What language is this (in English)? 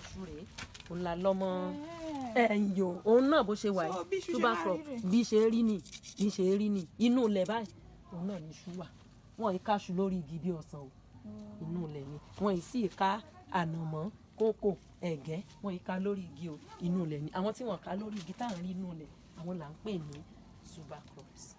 Yoruba